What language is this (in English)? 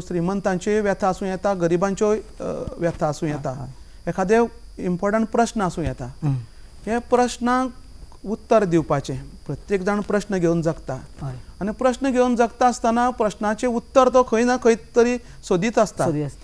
Konkani